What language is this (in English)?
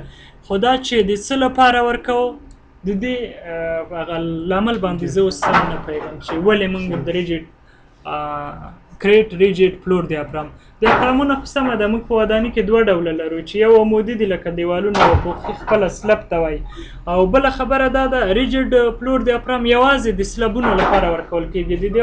Pashto